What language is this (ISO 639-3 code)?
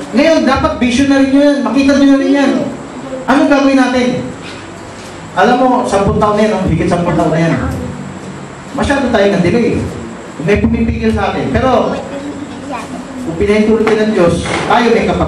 fil